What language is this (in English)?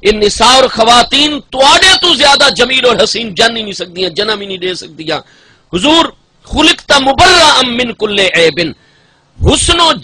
Saraiki